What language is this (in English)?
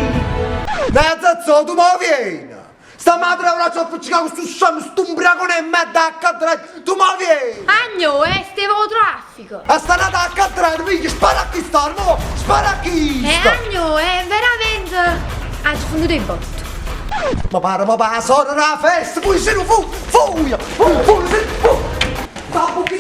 Neapolitan